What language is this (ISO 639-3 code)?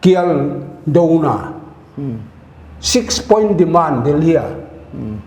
pck